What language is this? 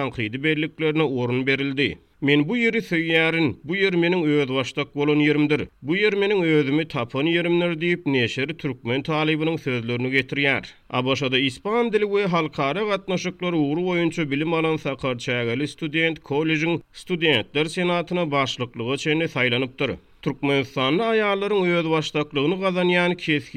Turkmen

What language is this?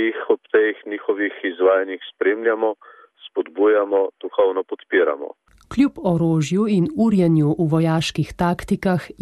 Slovenian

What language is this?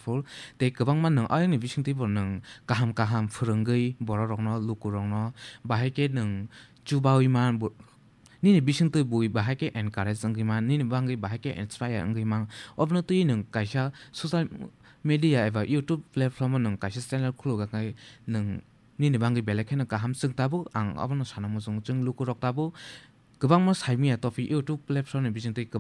Kok Borok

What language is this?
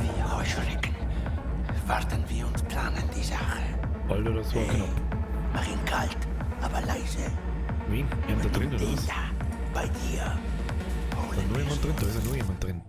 Bavarian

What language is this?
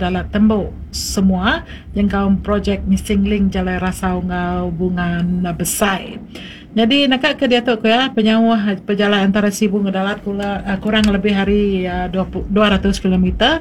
Iban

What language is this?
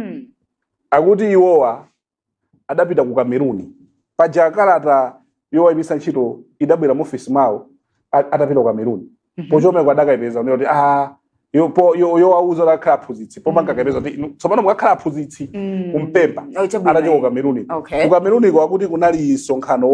Nyanja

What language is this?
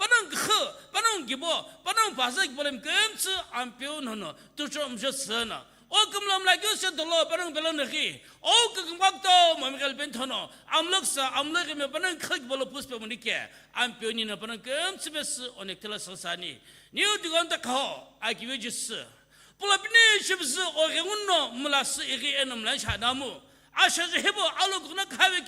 Sumi Naga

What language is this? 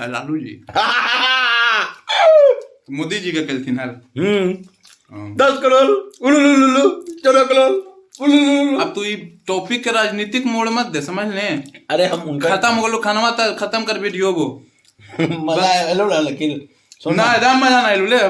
Magahi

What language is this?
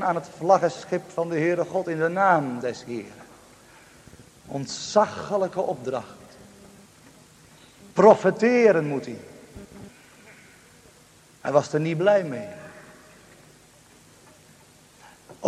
Dutch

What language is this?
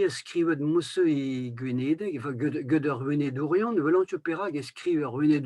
Breton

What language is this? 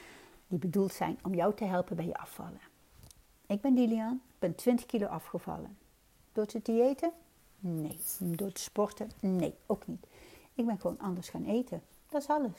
Dutch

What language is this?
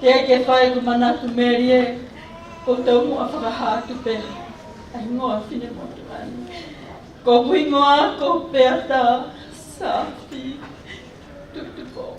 Tongan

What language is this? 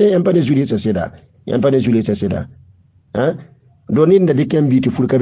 Mossi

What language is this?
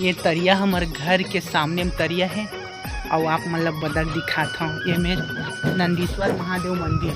Chhattisgarhi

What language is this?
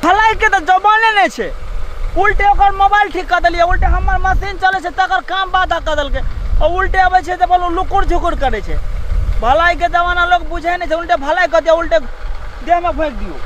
Maithili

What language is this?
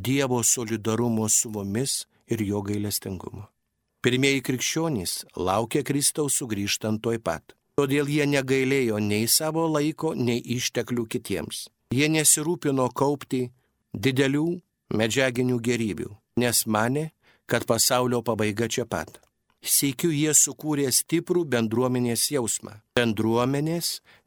Lithuanian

